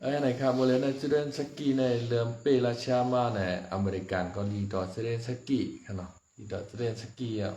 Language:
Shan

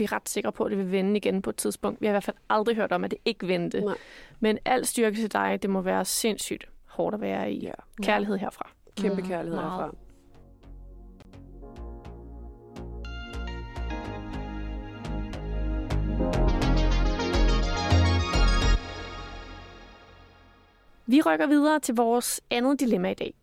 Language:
Danish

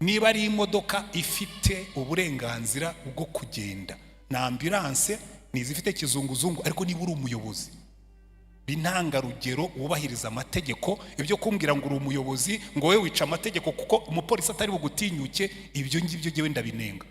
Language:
Kinyarwanda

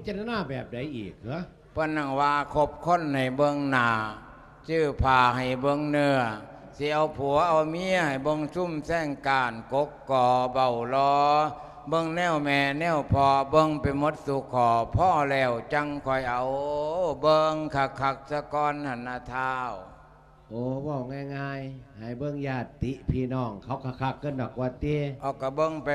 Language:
Lao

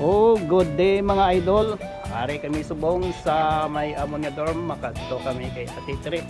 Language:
Hiligaynon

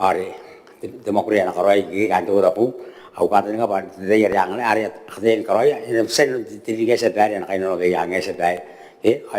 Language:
Gilbertese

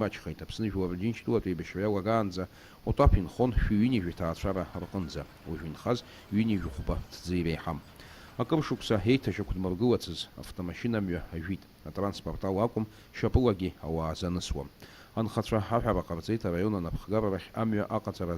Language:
Abkhazian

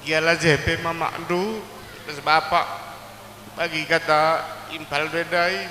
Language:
Batak Karo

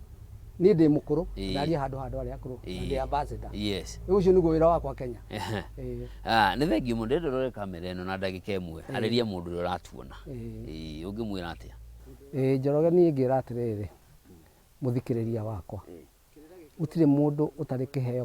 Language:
Kikuyu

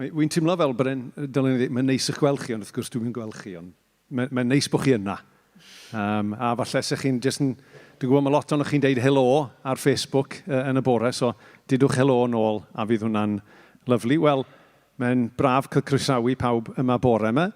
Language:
Welsh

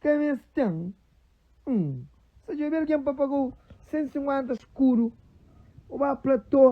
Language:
Kabuverdianu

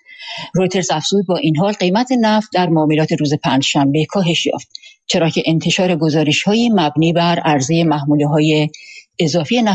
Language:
Persian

